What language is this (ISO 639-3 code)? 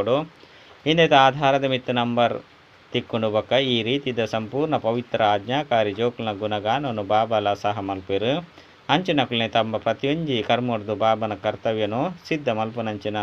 tcy